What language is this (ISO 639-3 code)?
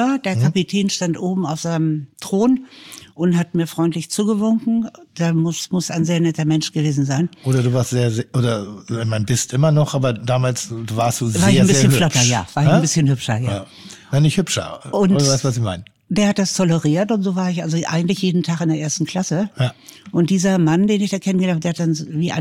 deu